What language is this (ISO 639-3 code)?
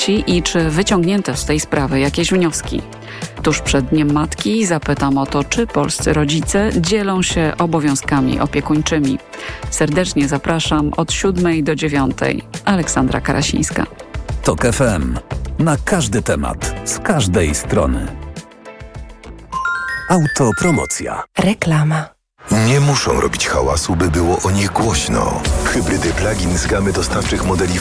pol